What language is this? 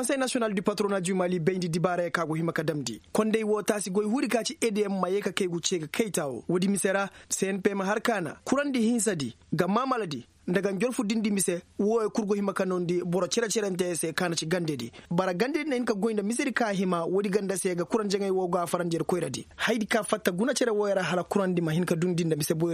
Koyraboro Senni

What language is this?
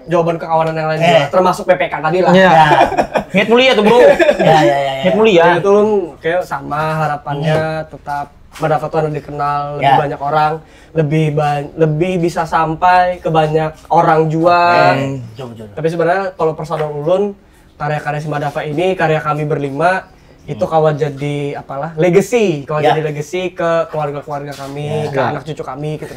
Banjar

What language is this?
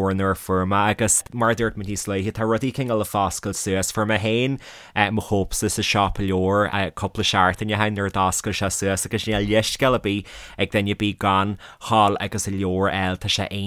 Irish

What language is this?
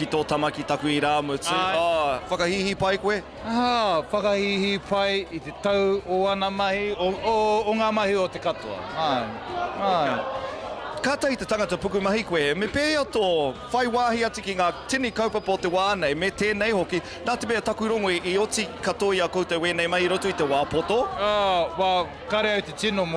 Māori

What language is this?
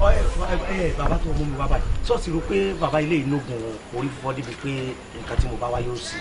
Yoruba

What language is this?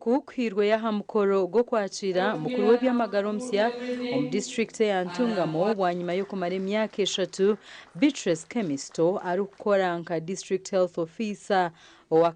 Nyankole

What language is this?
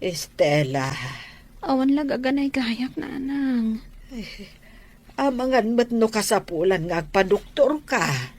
Iloko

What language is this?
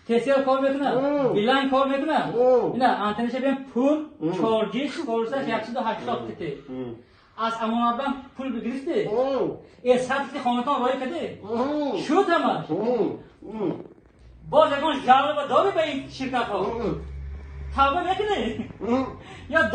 Tajik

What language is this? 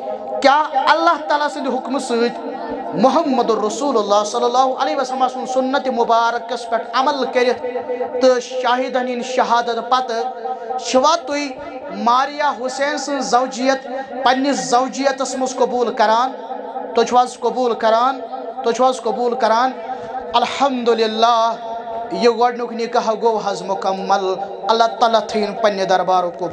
Kashmiri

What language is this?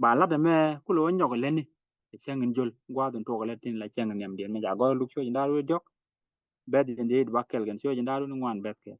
Nuer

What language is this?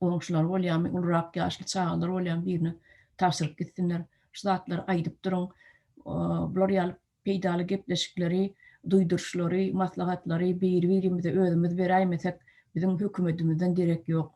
Turkmen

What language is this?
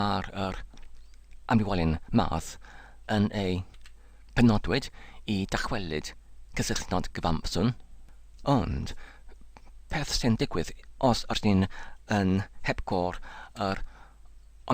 Welsh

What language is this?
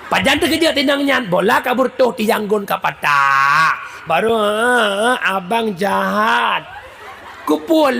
Achinese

